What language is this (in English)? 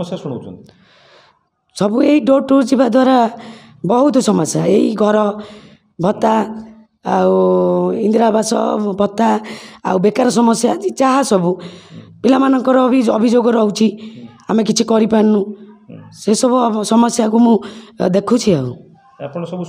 Odia